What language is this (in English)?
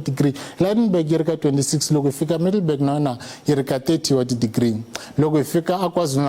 Tsonga